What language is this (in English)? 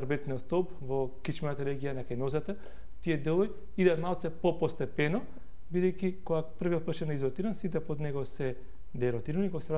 Macedonian